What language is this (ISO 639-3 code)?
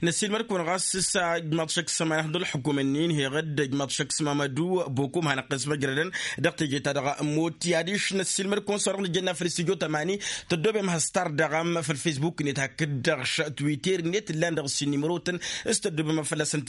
taq